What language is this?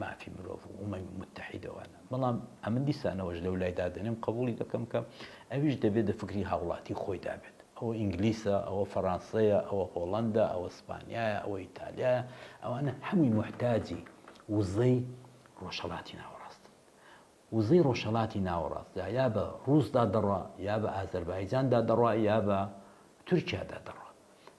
Central Kurdish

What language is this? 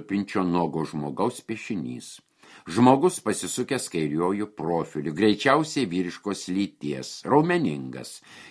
Lithuanian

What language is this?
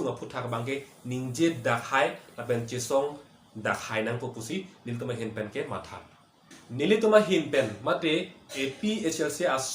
Karbi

